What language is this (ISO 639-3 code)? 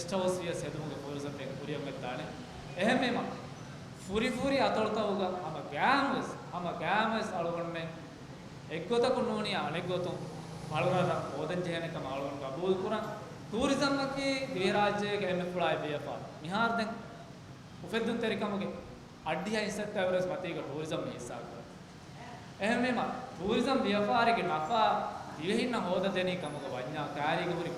div